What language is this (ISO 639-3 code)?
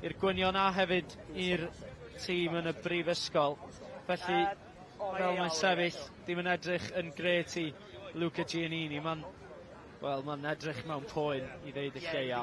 cym